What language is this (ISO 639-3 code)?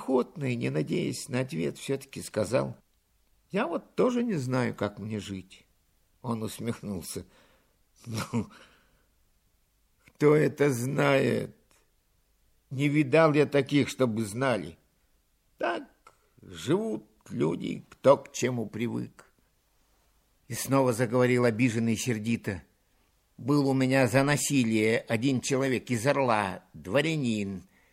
rus